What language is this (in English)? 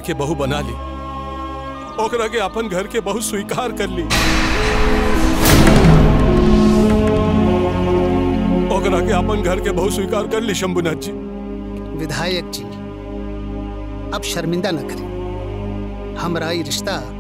Bhojpuri